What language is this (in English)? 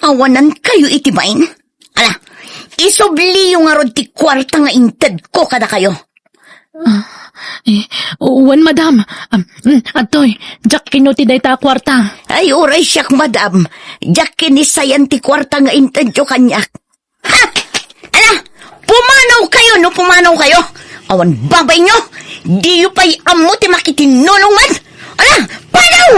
Iloko